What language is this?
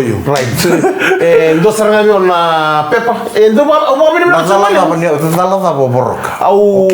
Fijian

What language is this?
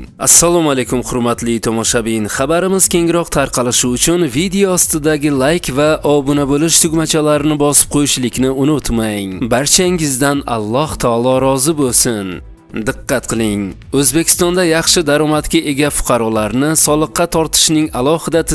Uzbek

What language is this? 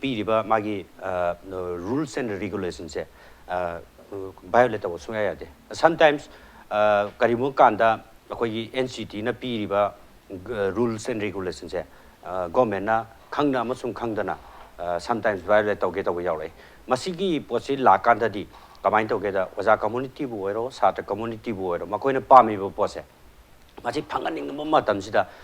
Manipuri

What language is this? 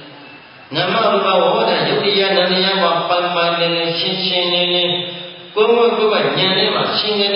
Burmese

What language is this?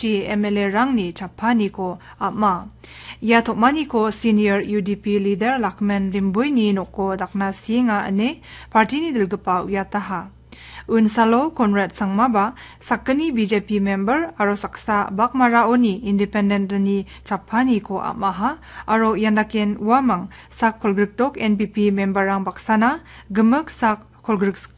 Garo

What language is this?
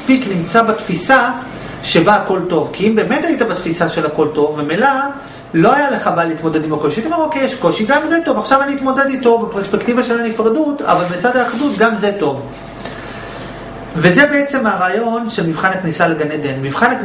Hebrew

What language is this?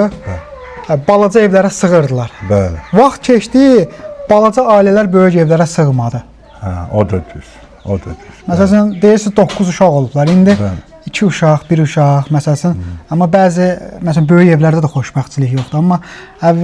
Azerbaijani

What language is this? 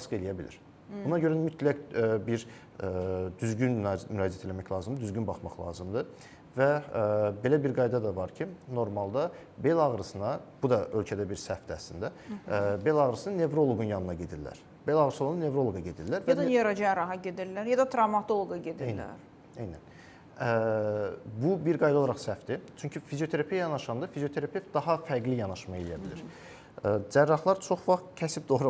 Azerbaijani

